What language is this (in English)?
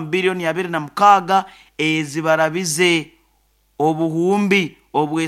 Nyoro